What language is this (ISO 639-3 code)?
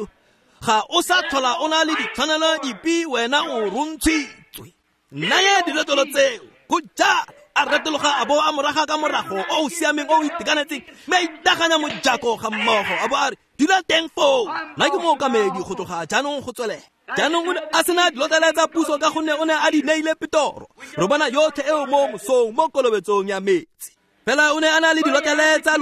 tsn